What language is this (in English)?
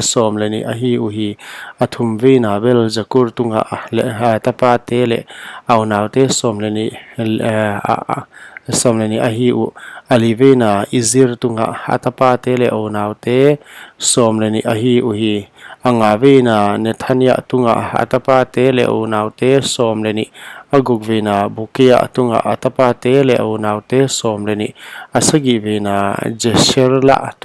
Paite Chin